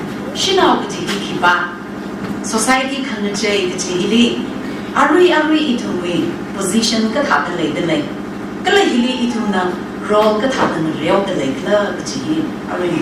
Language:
Tangkhul Naga (India)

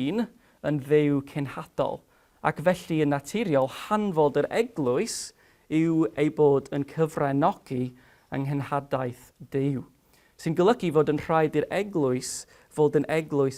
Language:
Welsh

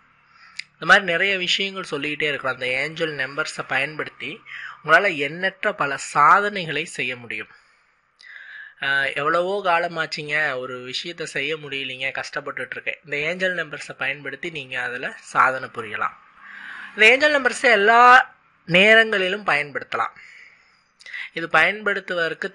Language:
Tamil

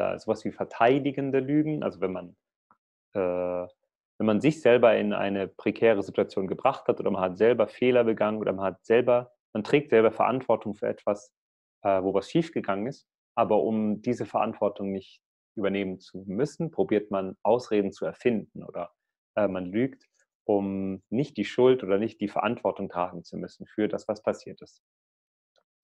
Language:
German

